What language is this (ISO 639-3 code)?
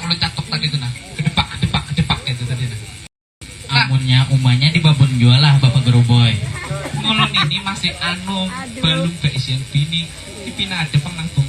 bjn